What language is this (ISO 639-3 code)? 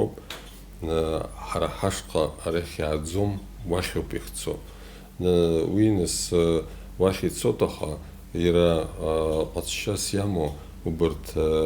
abk